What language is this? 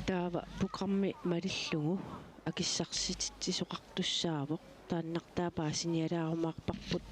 Kalaallisut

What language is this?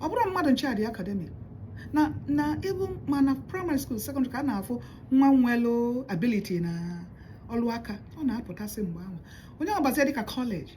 Igbo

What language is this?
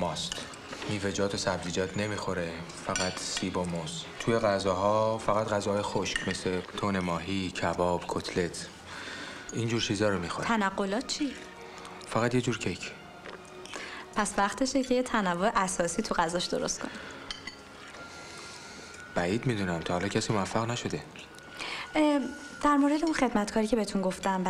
Persian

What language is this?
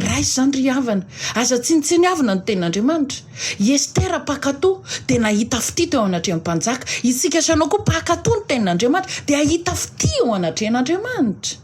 Malagasy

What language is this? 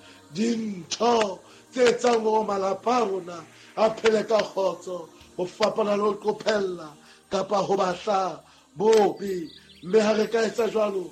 Southern Sotho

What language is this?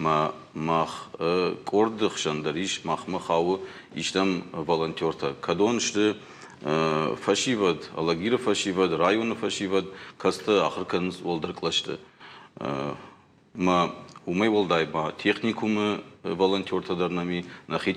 Ossetic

